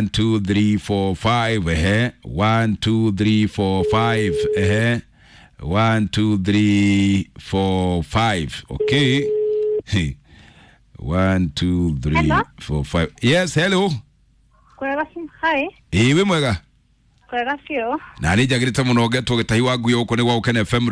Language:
Kikuyu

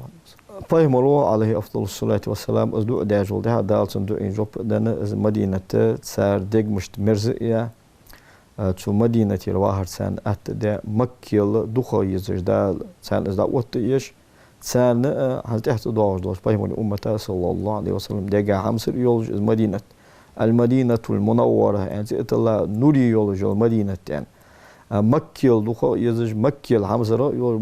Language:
Ingush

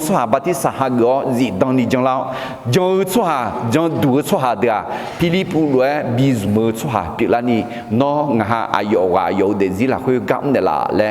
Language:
Akha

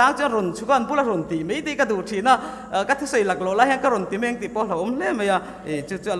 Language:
Mizo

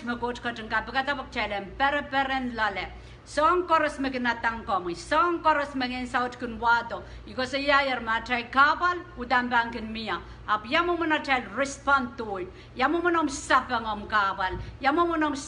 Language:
Pohnpeian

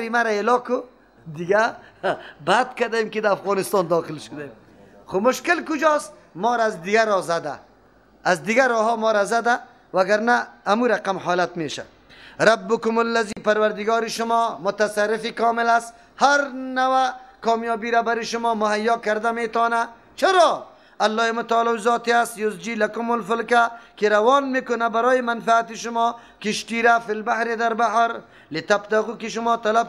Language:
Persian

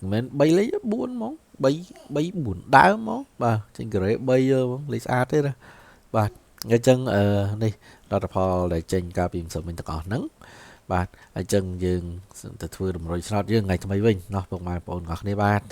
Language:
Khmer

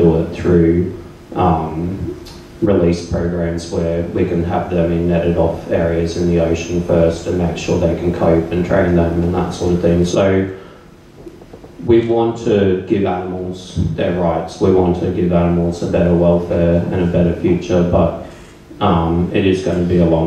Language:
English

